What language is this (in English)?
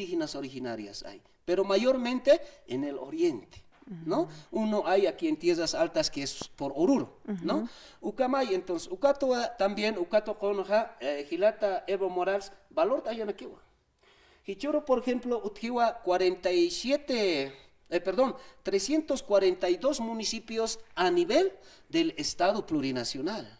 Aymara